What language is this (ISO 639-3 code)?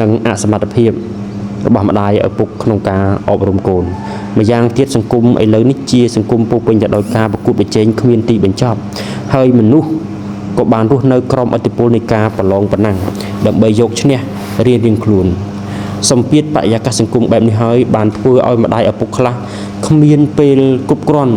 khm